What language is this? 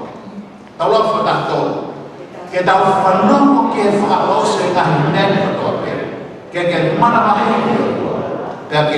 Tongan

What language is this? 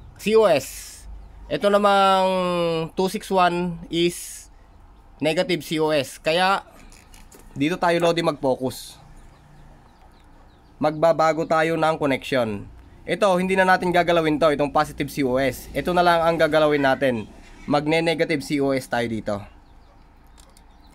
Filipino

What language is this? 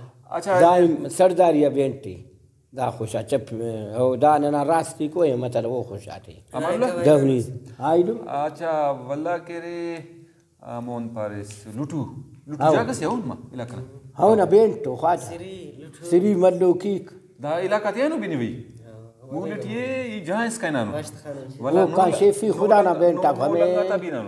Brahui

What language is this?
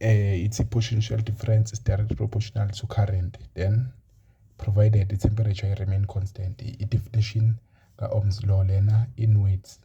Zulu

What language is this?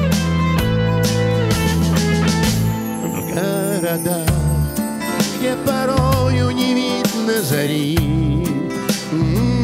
Russian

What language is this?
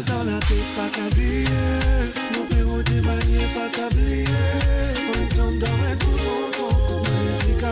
Morisyen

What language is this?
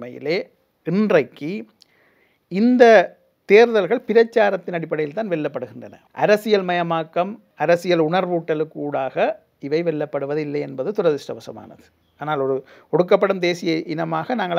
Tamil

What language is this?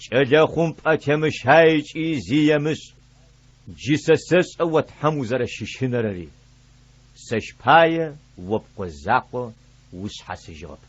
Adyghe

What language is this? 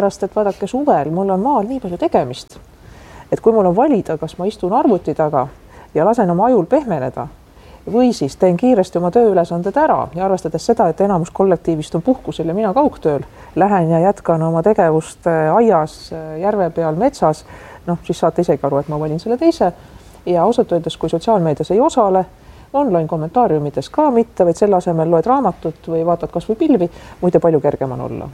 Estonian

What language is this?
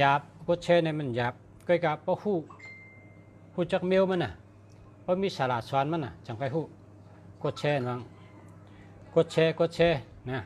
Shan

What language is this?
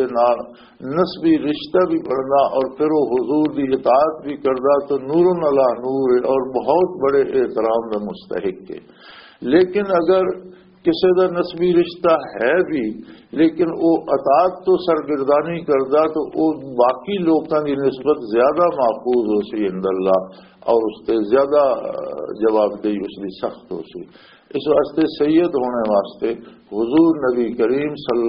Western Panjabi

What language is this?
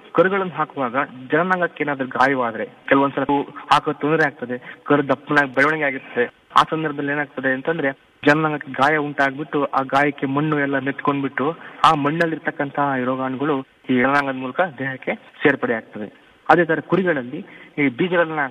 Kannada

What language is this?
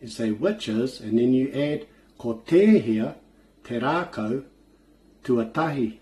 Māori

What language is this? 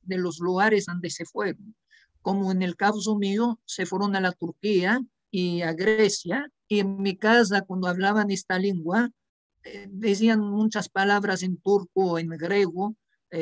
Ladino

